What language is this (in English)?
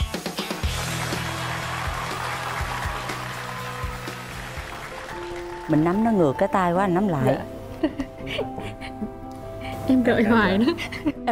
Vietnamese